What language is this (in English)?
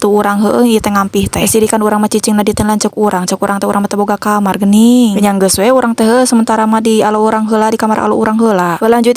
Sundanese